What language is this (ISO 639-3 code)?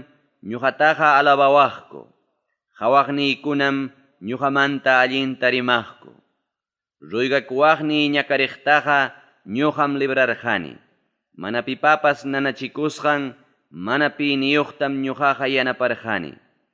quy